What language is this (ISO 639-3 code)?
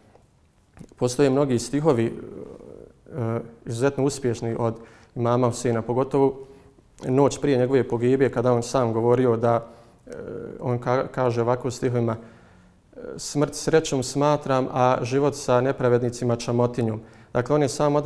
bos